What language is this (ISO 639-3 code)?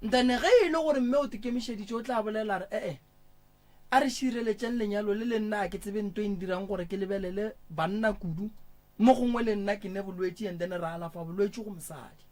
nso